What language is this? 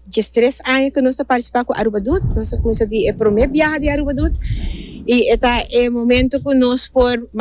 Papiamento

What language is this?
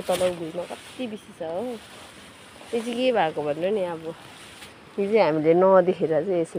Nepali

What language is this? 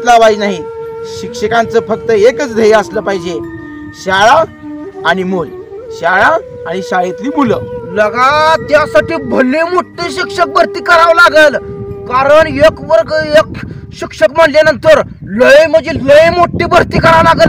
Marathi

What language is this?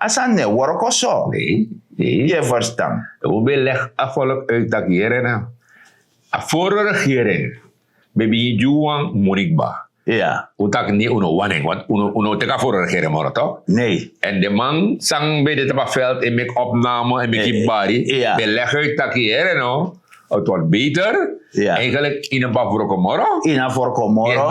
Sranan Tongo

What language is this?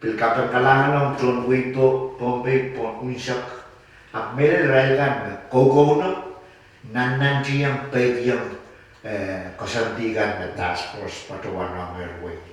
Pohnpeian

